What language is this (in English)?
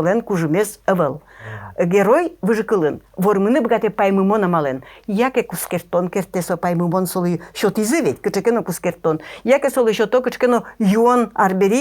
Udmurt